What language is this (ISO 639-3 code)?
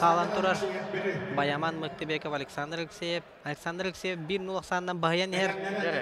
sah